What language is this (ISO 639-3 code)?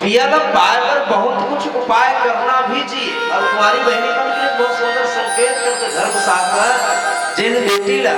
hne